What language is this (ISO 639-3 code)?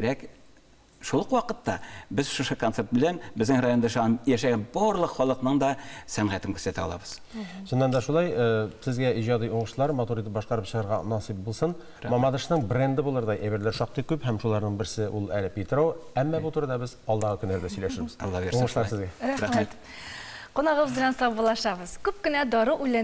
tat